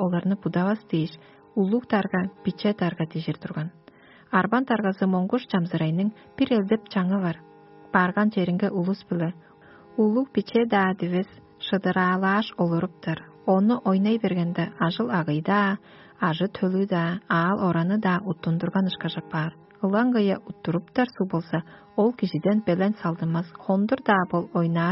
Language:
Tuvinian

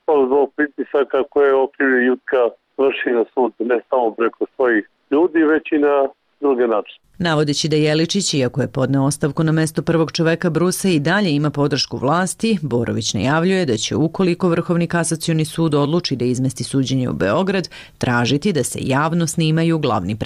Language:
Serbian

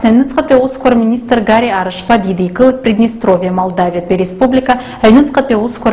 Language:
Abkhazian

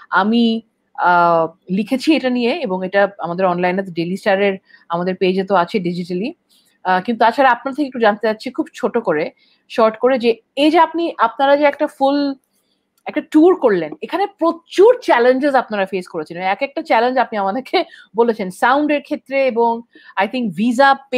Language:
Bangla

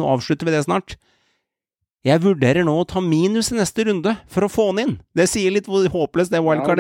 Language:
Norwegian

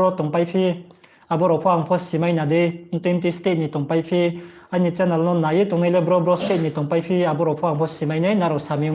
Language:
Riang (India)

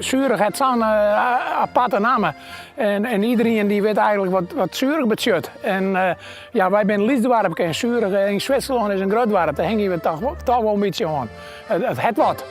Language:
Western Frisian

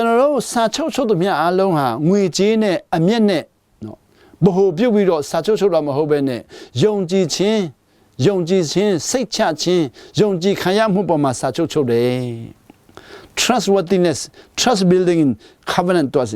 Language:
Hakha Chin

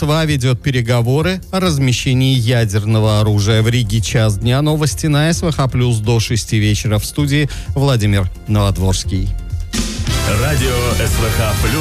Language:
Russian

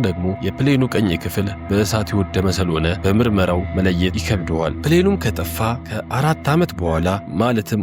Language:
Amharic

